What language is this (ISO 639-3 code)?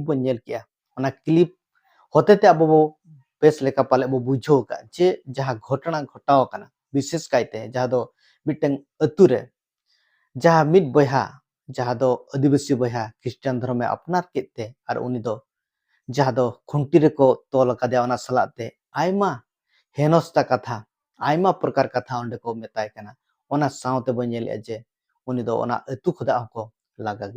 sat